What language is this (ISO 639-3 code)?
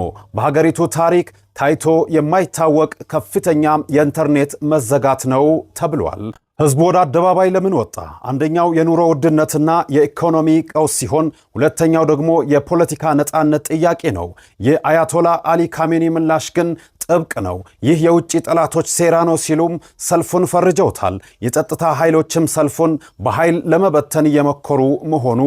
amh